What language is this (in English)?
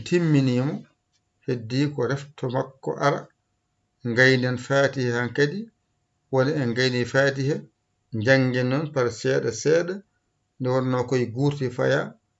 Fula